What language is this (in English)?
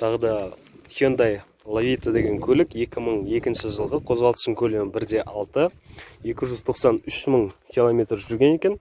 Kazakh